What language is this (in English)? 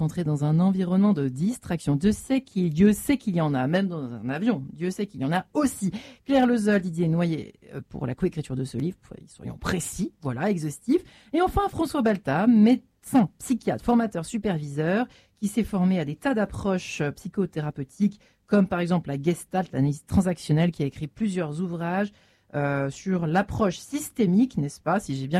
French